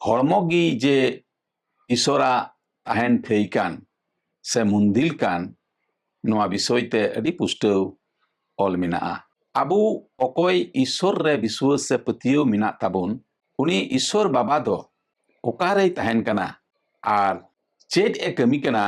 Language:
Santali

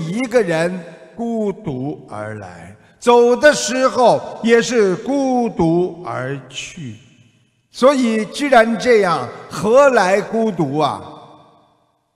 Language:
Chinese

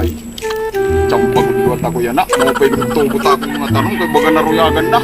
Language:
Waray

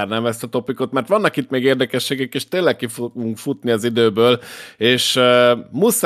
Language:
Hungarian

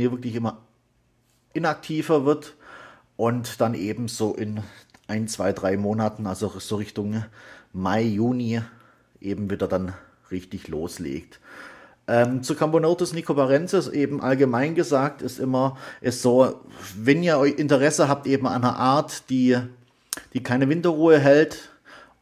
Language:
German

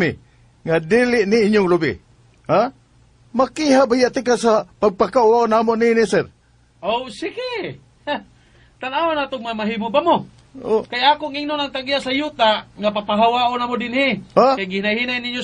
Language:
Cebuano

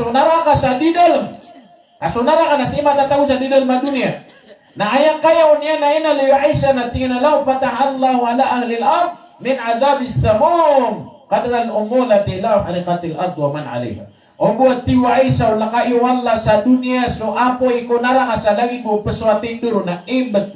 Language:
Maranao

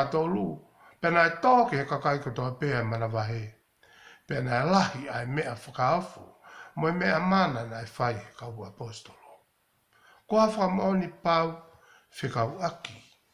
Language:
Tongan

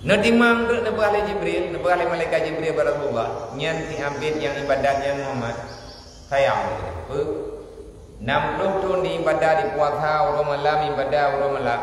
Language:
Achinese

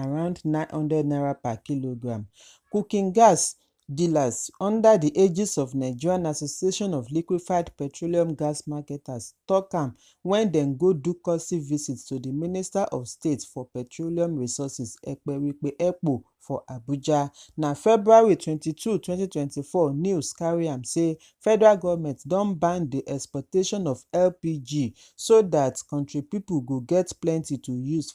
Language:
Nigerian Pidgin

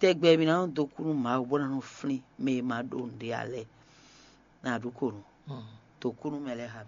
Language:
Fon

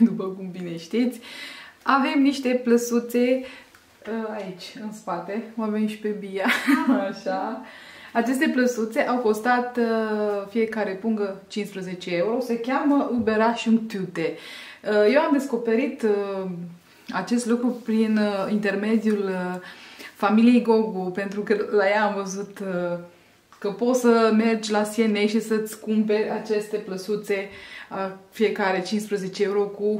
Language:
Romanian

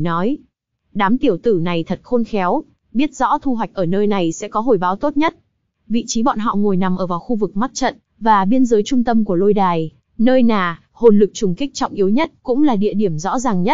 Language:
Vietnamese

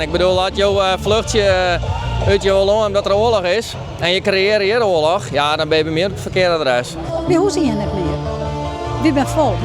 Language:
Western Frisian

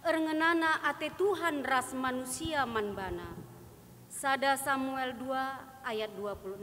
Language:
Batak Karo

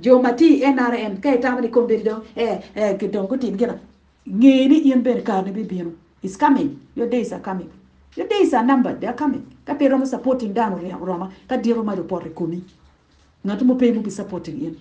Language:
Acoli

